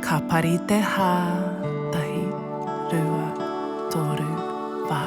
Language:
Māori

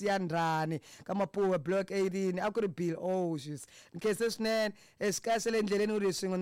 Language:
Tsonga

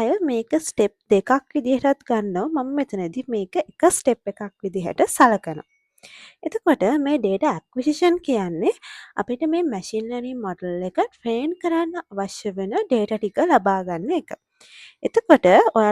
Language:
Sinhala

